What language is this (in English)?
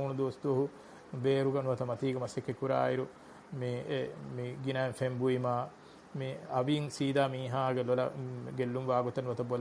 Divehi